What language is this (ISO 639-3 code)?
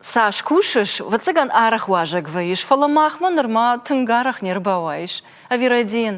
oss